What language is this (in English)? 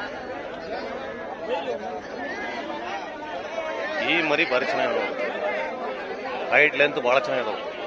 Kannada